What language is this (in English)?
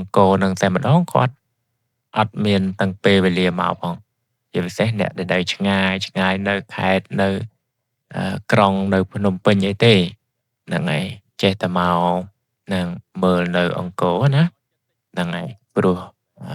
Khmer